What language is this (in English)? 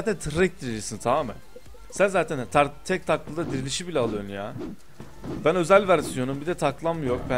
Turkish